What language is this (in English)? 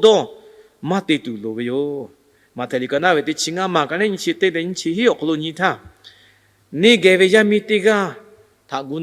Lahu